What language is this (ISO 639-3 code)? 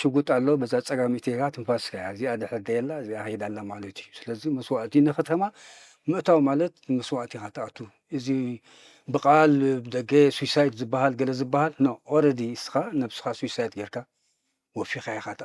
tir